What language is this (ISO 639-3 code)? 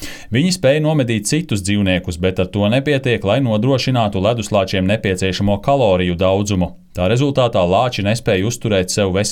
lav